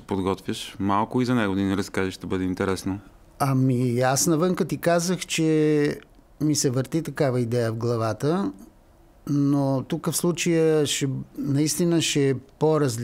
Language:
Bulgarian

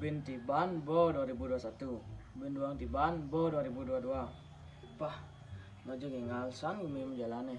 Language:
Balinese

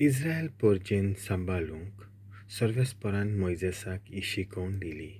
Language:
Konkani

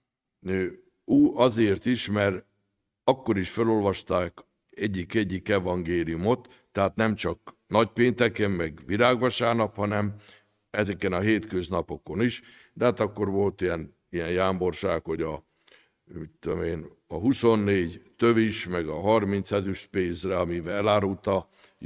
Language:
Hungarian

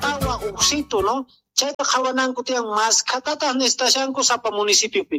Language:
South Bolivian Quechua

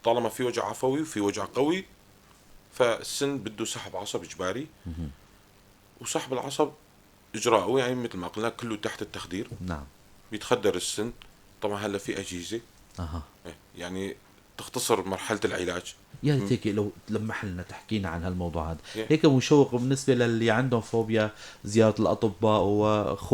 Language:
North Levantine Arabic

